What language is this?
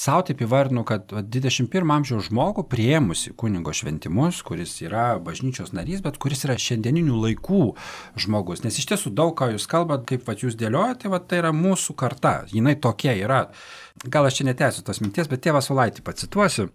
Lithuanian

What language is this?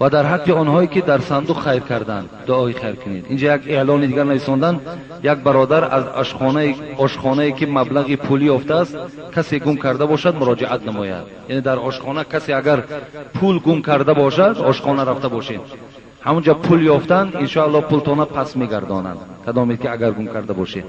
Tajik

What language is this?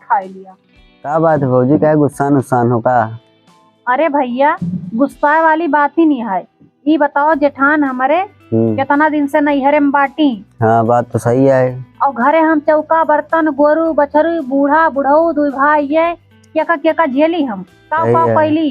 Awadhi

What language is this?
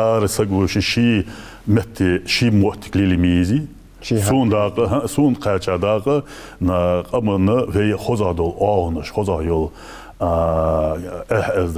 Ingush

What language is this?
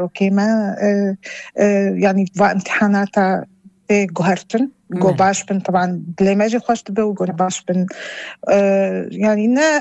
North Levantine Arabic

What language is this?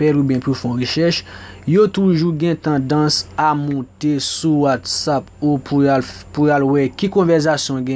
Haitian Creole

